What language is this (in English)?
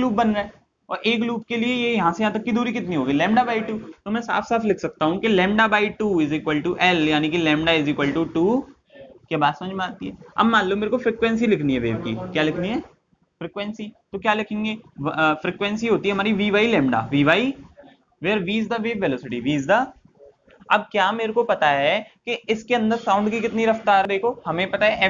Hindi